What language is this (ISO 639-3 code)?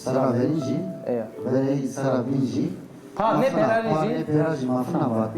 zza